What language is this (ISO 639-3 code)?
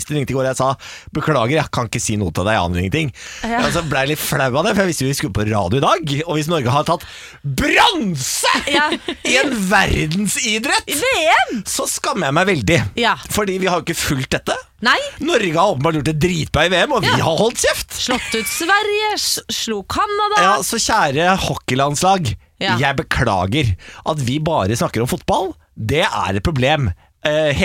nor